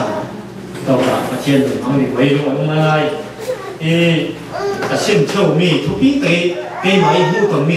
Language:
Falam Chin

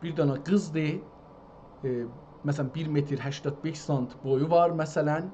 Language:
South Azerbaijani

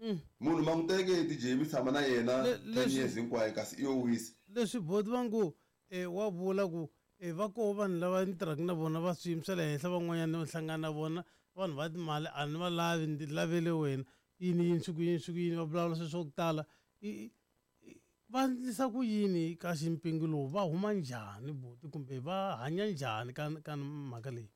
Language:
Tsonga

